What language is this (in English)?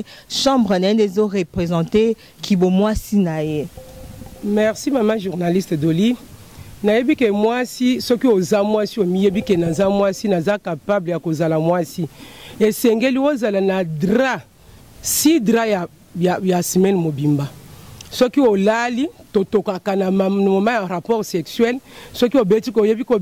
Lingala